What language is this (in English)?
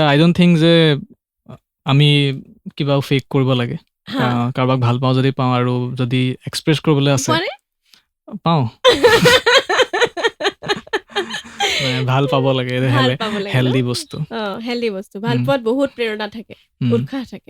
Assamese